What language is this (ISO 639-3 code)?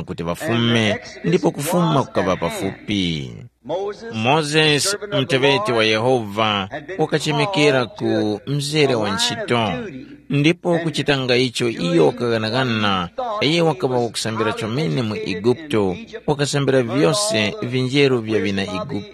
tum